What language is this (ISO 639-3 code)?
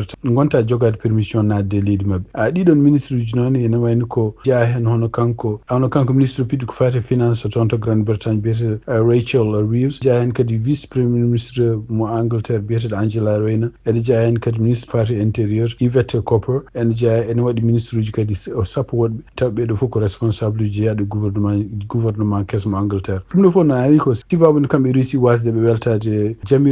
ful